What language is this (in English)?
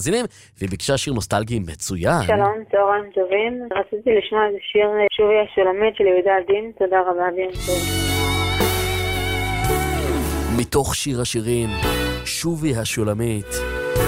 Hebrew